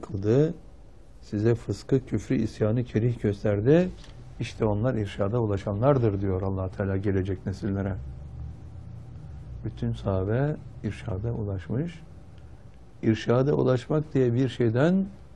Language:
Turkish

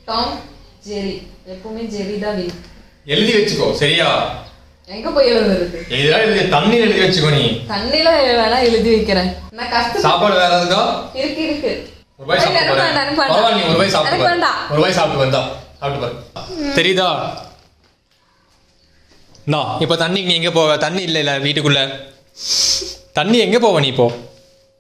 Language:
Tamil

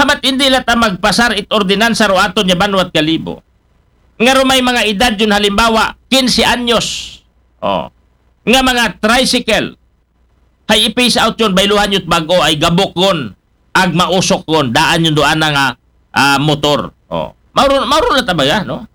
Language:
Aklanon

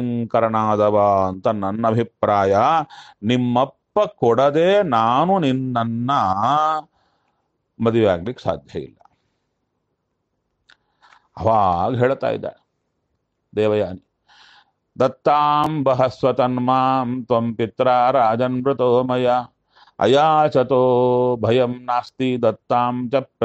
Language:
Kannada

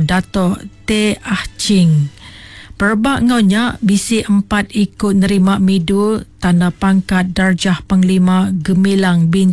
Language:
Iban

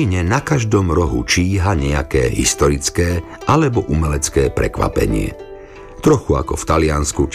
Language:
Slovak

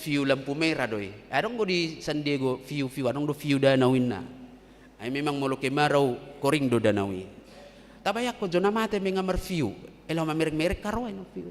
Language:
Batak Toba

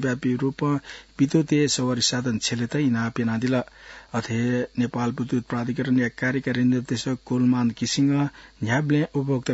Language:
Newari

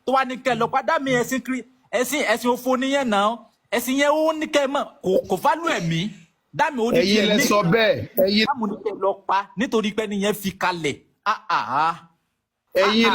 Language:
Yoruba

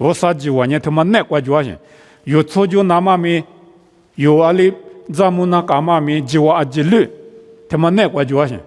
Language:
Lisu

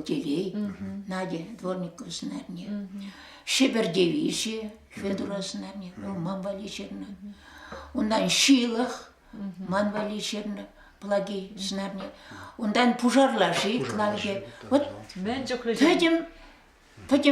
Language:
Chuvash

